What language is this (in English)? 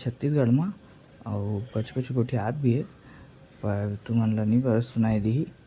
Chhattisgarhi